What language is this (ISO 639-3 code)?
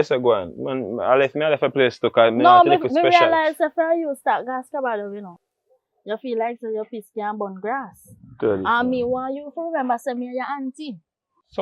jam